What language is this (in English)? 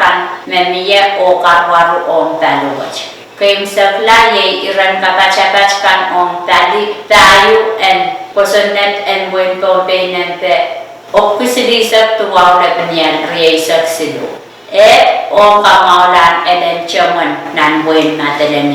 Pohnpeian